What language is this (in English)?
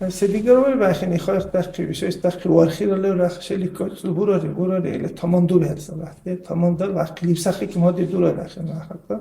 Dargwa